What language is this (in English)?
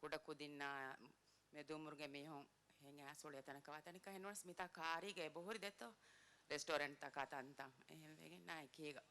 Divehi